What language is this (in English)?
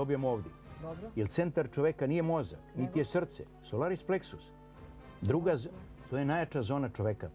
Serbian